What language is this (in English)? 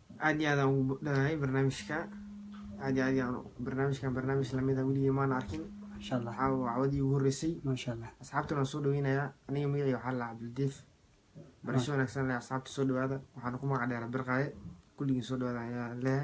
Somali